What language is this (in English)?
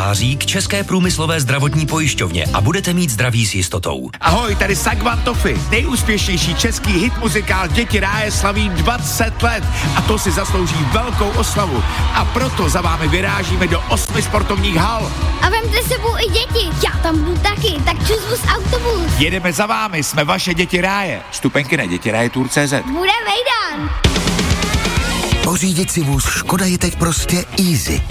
Czech